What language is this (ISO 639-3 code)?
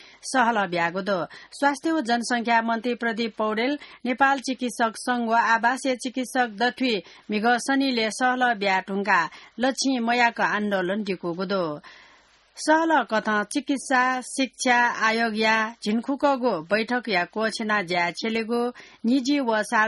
new